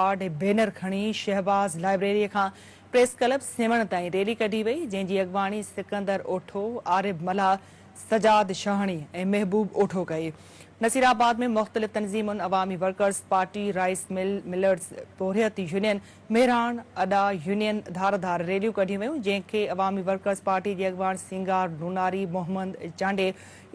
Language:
Sindhi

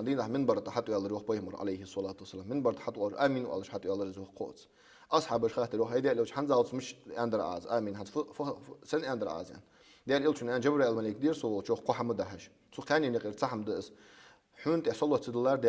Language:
Ingush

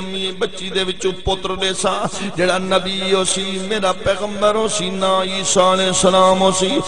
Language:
Saraiki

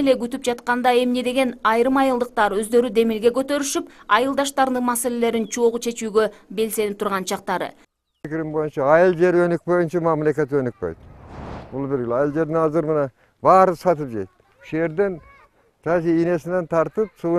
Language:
Kyrgyz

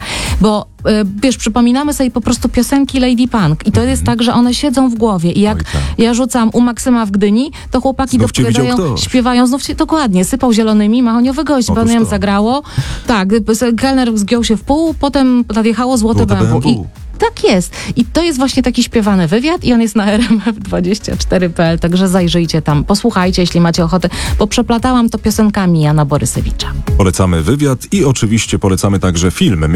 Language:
Polish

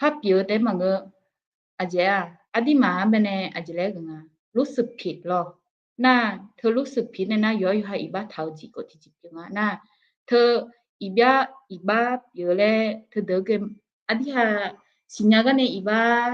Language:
Akha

